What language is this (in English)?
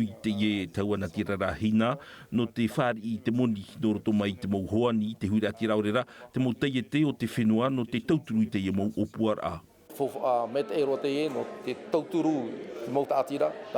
Tahitian